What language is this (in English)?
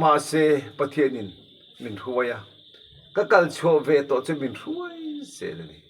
Mizo